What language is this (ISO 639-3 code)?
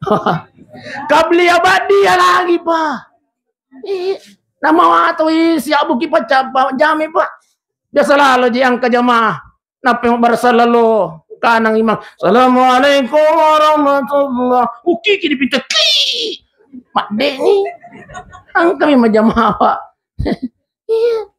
bug